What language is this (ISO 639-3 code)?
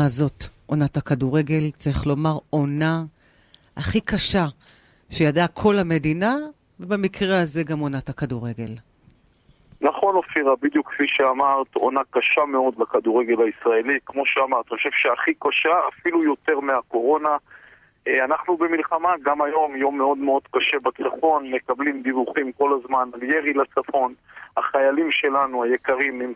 heb